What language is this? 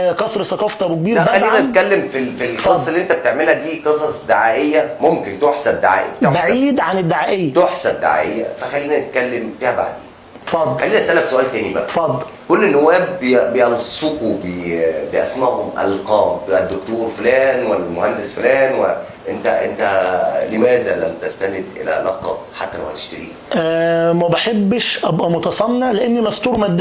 Egyptian Arabic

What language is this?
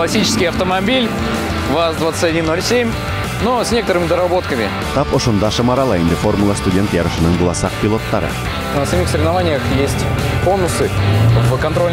Bashkir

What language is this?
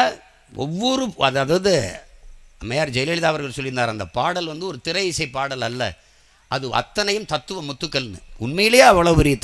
Tamil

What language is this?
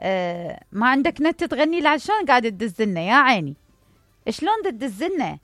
Mesopotamian Arabic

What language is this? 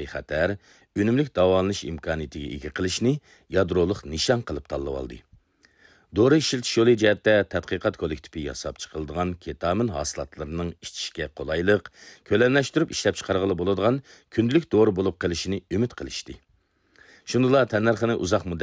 Uyghur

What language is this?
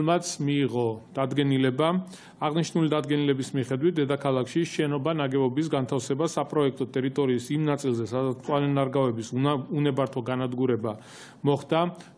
Georgian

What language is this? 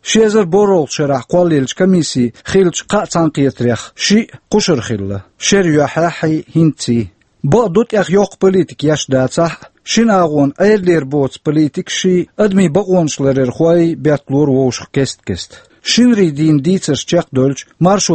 Chechen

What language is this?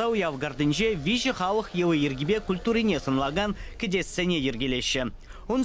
Chuvash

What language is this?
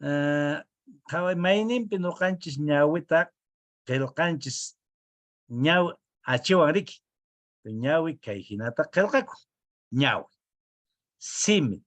Quechua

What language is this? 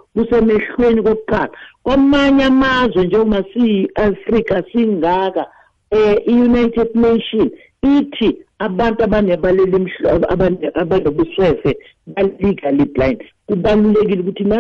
South Ndebele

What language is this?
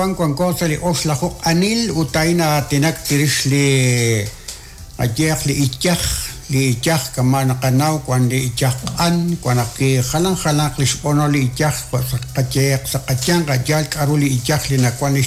Kekchí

